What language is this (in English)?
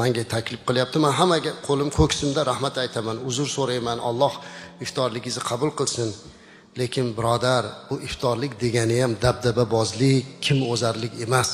Uzbek